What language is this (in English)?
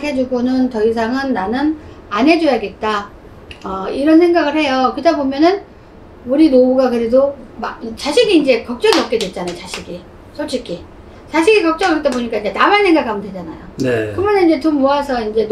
Korean